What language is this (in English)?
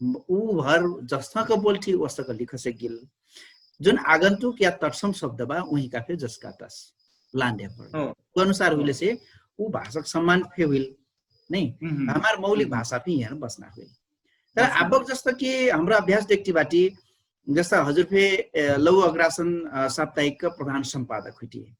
Dangaura Tharu